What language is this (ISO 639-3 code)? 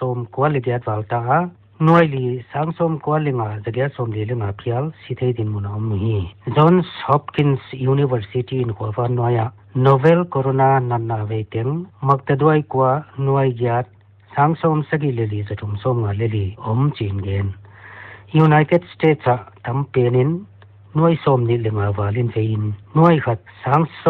pck